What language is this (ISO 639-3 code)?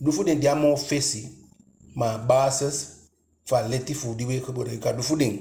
djk